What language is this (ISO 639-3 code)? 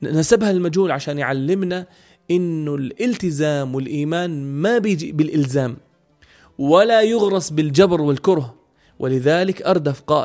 apc